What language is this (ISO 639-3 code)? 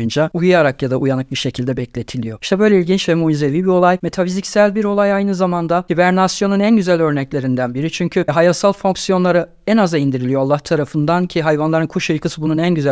tur